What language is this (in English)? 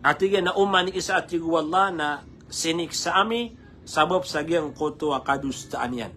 Maranao